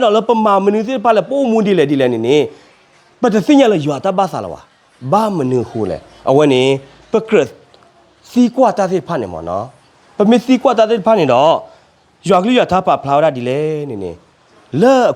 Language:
S'gaw Karen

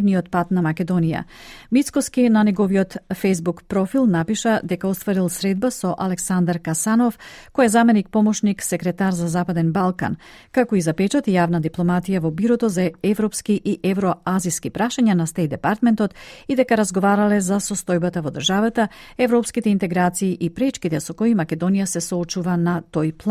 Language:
Macedonian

